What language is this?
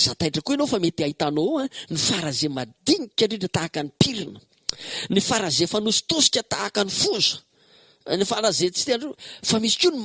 Malagasy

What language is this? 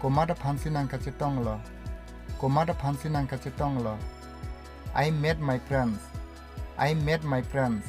Karbi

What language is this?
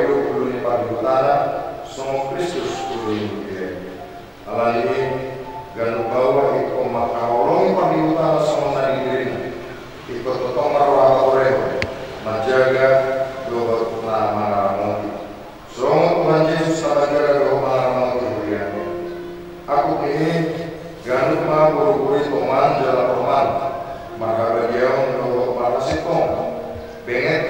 Batak Toba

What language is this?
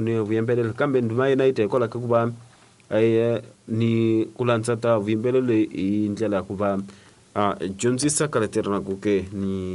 Tsonga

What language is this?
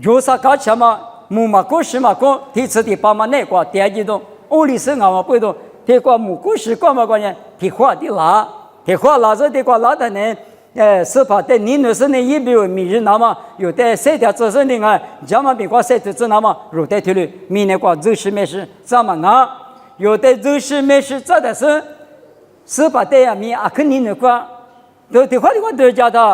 Lisu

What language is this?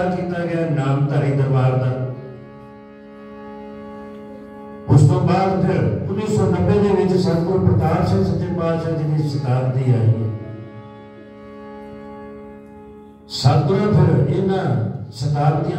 Punjabi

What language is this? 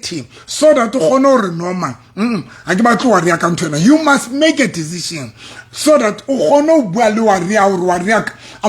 Southern Sotho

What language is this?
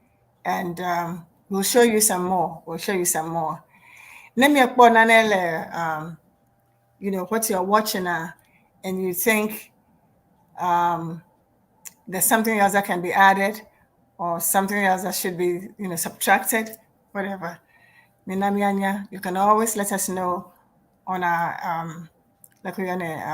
Ewe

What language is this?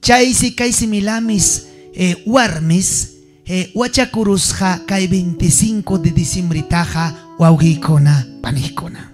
Ayacucho Quechua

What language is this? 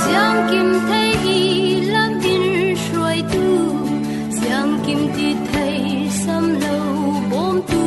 Falam Chin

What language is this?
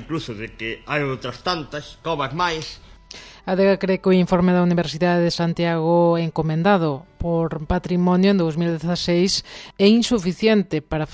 Galician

